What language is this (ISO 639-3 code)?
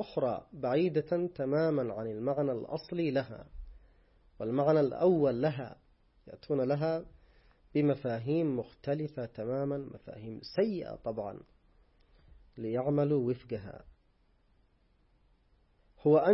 ara